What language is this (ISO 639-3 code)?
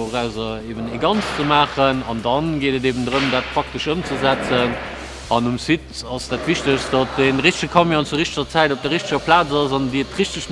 ltz